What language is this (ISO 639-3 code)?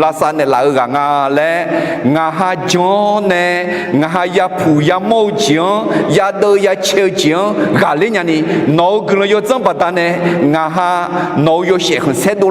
ahk